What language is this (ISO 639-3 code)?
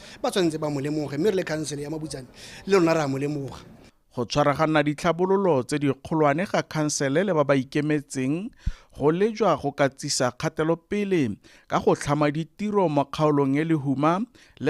tsn